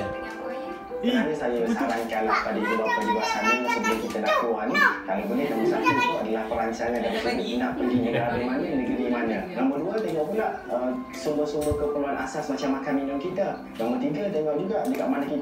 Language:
Malay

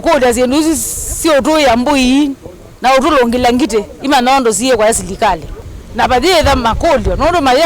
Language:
Kamba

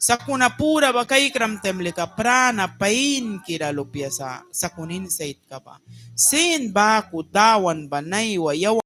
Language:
Mískito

